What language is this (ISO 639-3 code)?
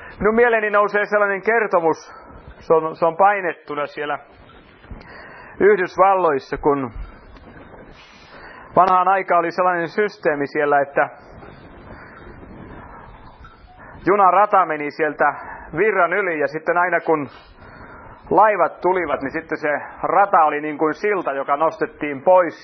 fin